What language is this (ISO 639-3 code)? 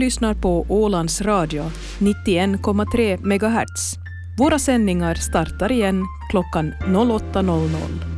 swe